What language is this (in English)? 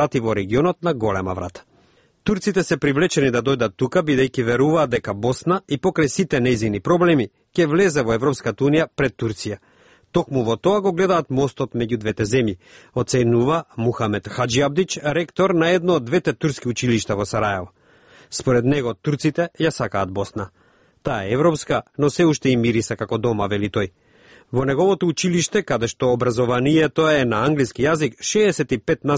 Macedonian